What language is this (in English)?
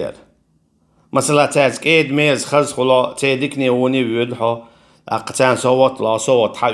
Chechen